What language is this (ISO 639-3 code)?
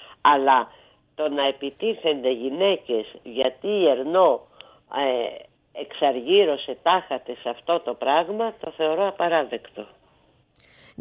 ell